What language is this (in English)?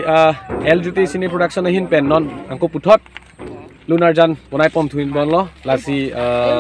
Karbi